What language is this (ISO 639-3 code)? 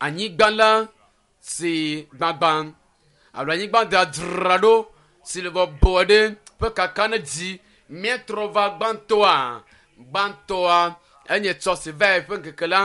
ewe